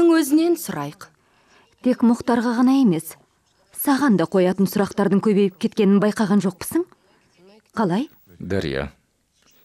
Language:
Kazakh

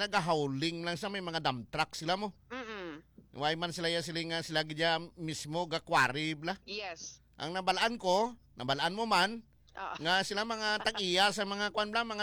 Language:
Hiligaynon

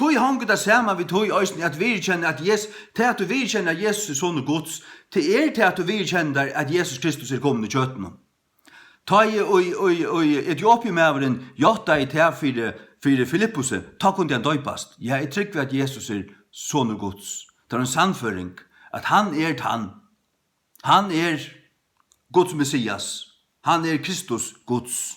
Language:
Faroese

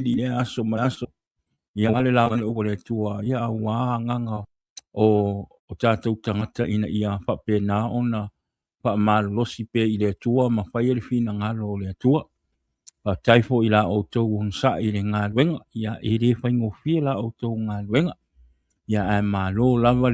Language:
Samoan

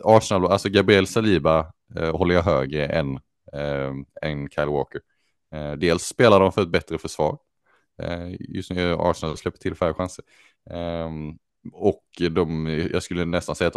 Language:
Swedish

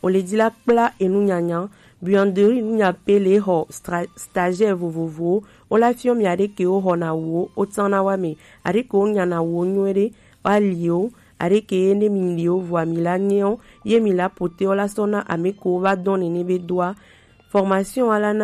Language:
Gen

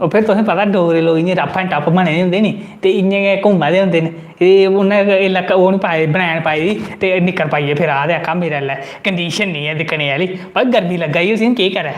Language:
Dogri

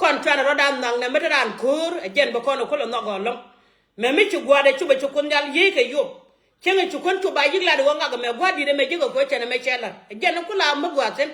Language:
Nuer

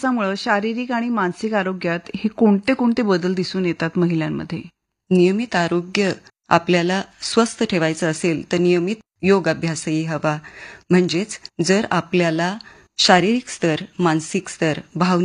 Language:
Marathi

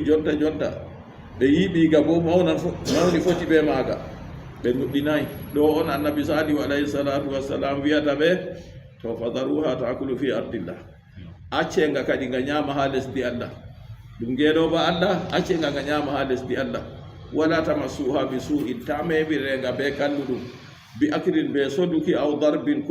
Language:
Fula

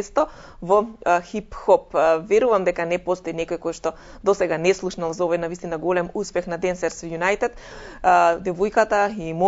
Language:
Macedonian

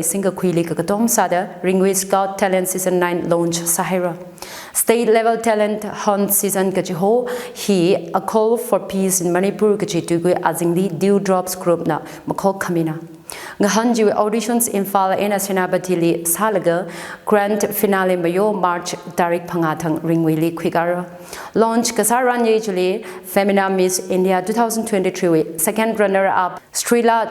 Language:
Tangkhul Naga (India)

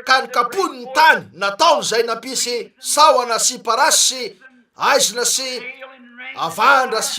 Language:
Malagasy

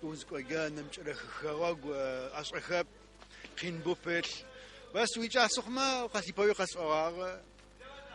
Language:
Adyghe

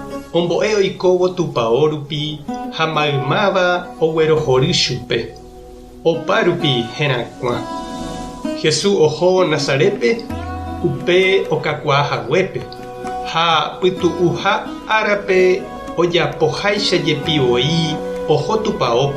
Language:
Guarani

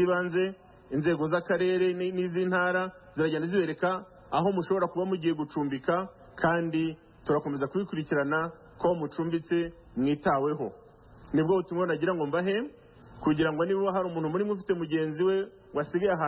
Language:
Kinyarwanda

